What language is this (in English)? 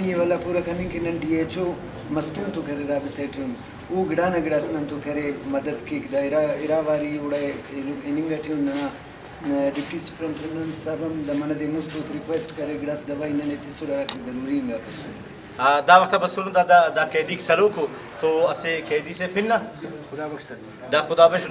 Brahui